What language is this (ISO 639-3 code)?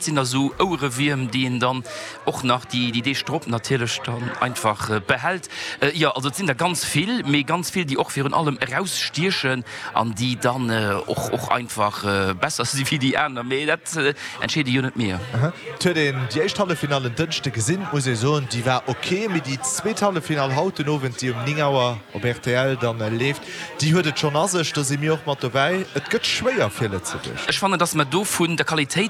ltz